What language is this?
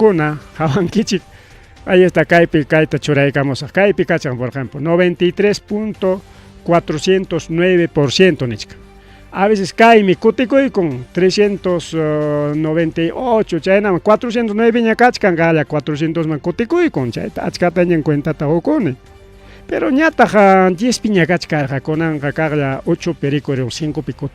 Ayacucho Quechua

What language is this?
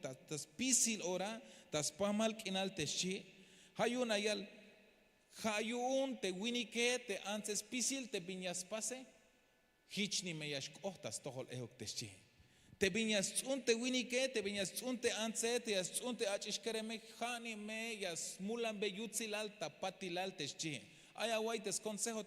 Tzeltal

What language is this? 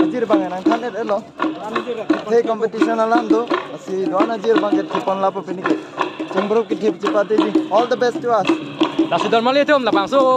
Karbi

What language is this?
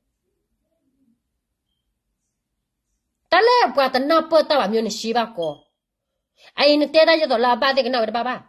S'gaw Karen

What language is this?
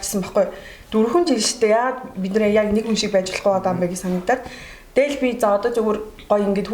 Mongolian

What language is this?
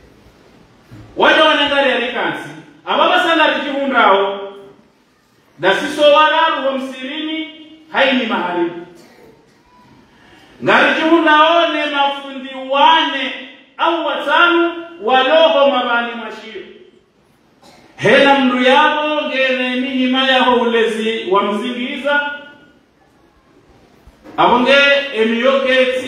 Ngazidja Comorian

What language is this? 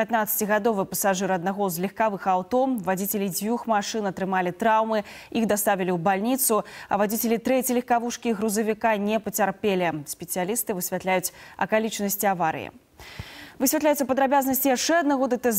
Belarusian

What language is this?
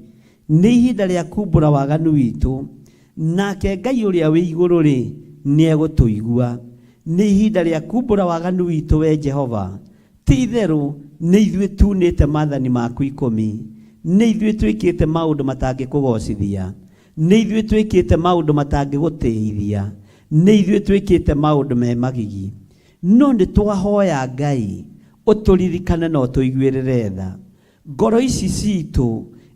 Kikuyu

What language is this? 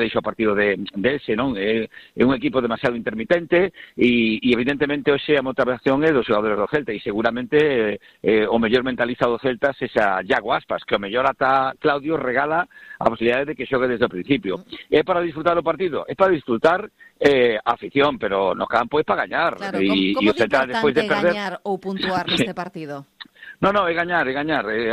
Galician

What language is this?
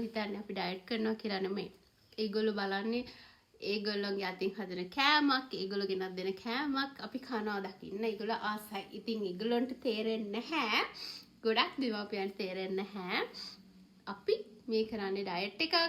Sinhala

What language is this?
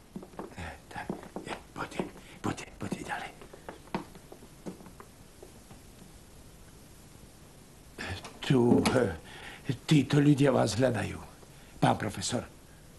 Slovak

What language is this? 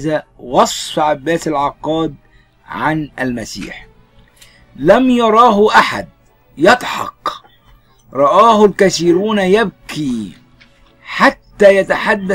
Arabic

